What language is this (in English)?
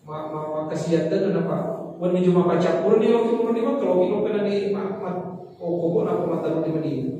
Buginese